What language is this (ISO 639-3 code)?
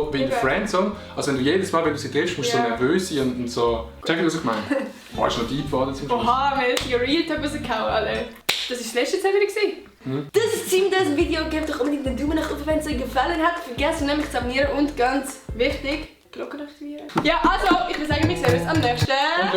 gsw